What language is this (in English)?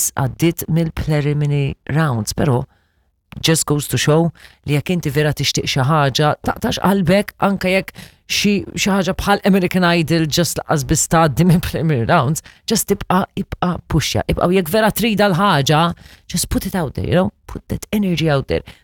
Maltese